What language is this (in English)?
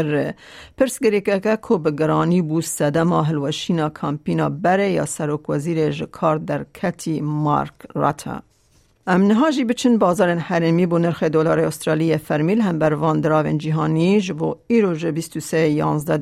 Kurdish